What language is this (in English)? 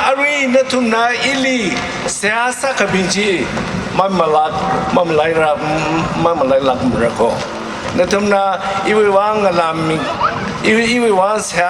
Tangkhul Naga (India)